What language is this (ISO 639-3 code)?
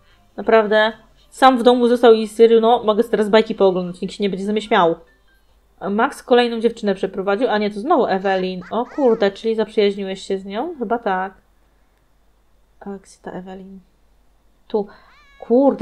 pol